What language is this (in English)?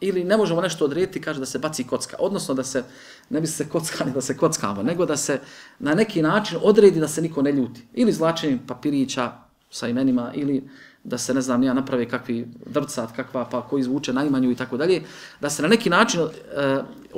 Bosnian